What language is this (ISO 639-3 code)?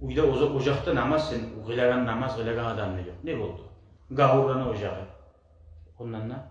kum